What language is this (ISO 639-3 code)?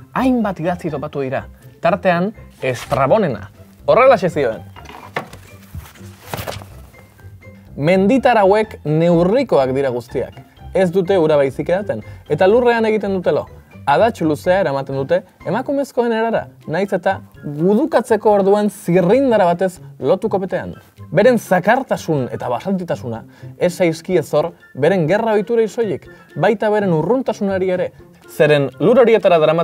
eus